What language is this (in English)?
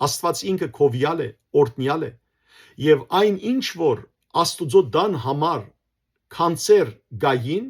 Western Armenian